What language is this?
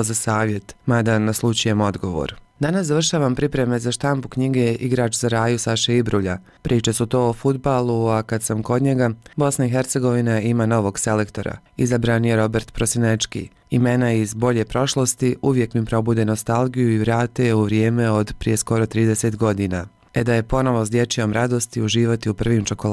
Bosnian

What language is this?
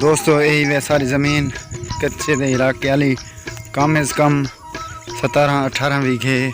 Saraiki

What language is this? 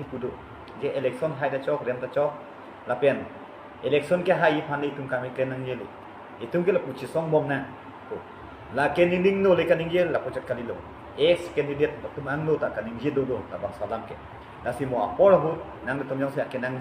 Karbi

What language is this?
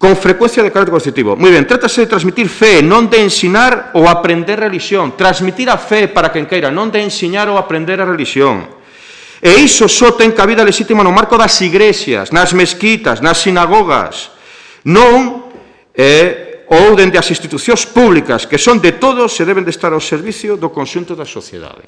Galician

